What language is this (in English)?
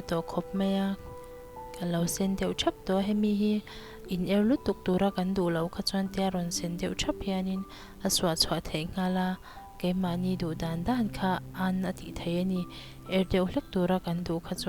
Mizo